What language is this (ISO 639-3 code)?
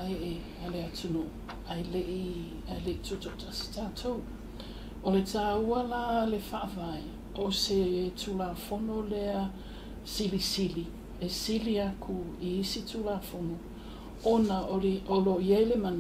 smo